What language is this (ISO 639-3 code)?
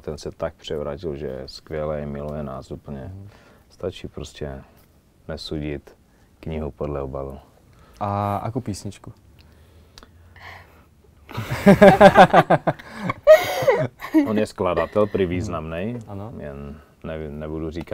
ces